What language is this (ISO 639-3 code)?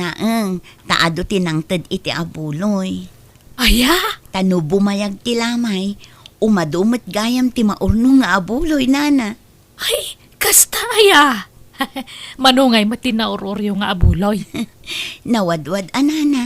ilo